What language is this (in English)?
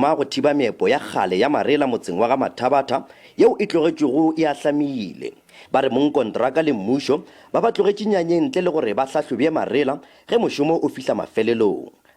Northern Sotho